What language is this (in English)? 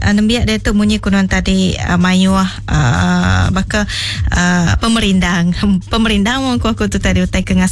Iban